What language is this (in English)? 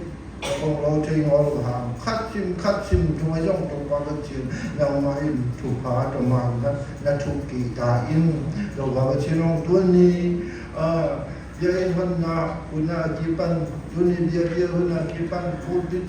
Siyin Chin